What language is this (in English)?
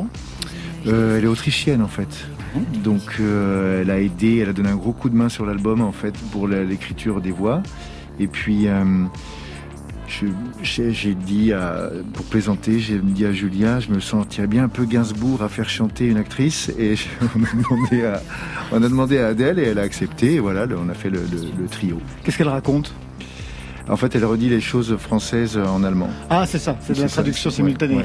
French